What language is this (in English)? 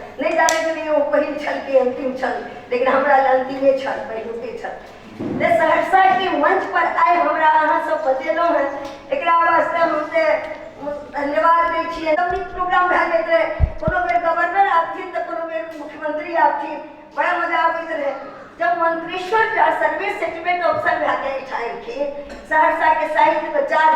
Maithili